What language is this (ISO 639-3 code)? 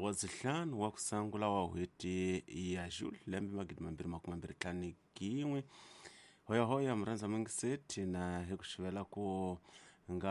tso